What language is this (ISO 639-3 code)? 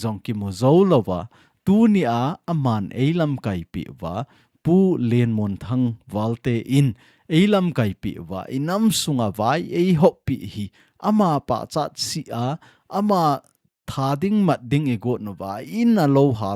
tcz